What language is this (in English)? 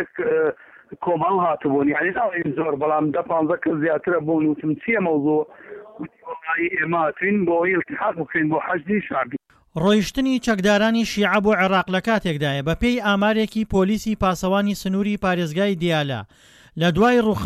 Central Kurdish